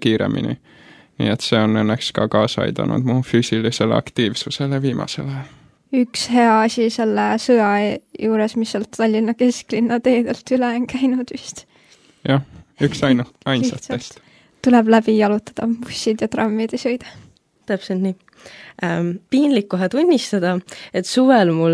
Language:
Estonian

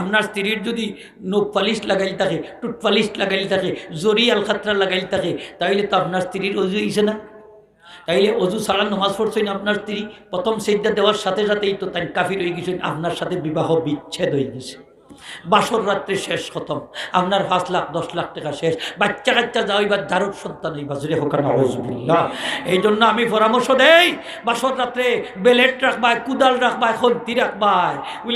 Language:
Sylheti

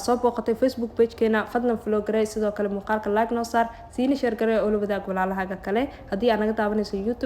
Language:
Somali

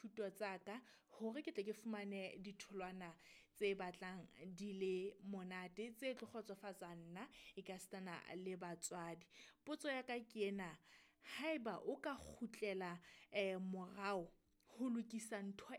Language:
Southern Sotho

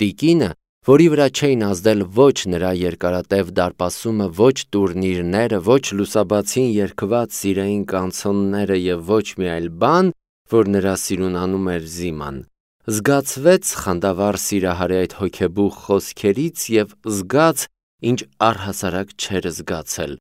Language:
Armenian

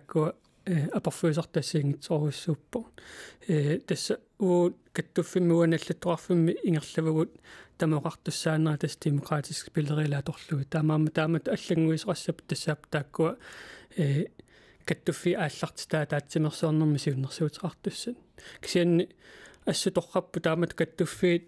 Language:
Kalaallisut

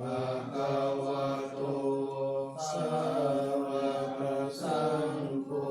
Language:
Pali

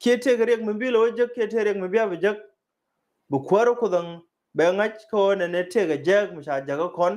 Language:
Nuer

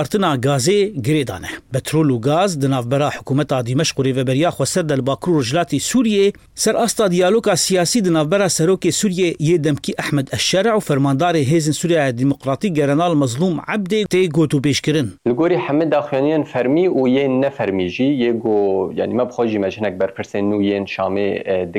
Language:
Kurdish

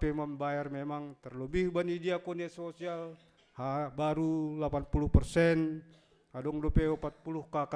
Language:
Batak Simalungun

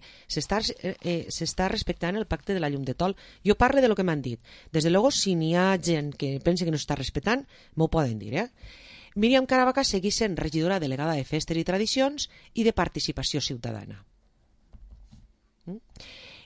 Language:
Catalan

